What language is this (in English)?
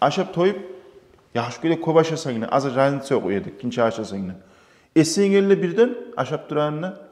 Kumyk